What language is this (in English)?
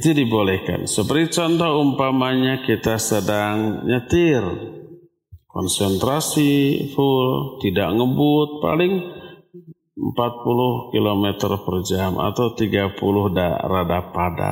Indonesian